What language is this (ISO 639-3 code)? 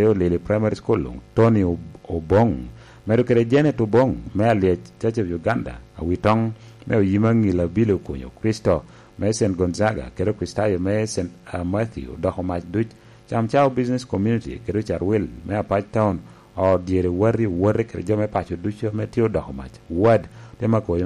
laj